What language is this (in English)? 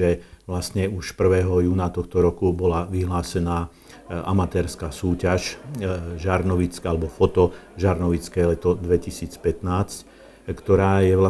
Slovak